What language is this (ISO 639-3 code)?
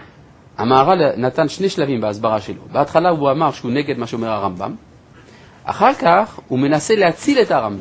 heb